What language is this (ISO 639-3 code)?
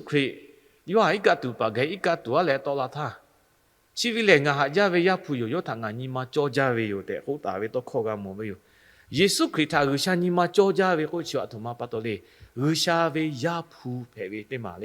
lhu